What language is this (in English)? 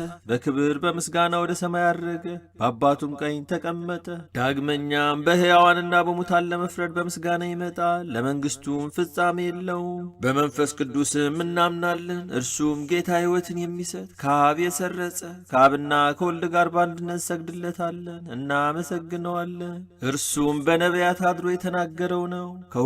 Amharic